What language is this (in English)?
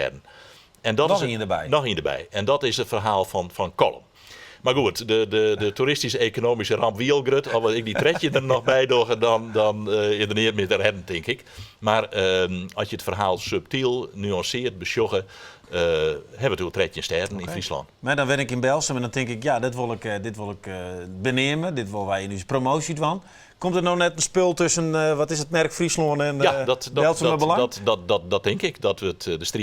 Western Frisian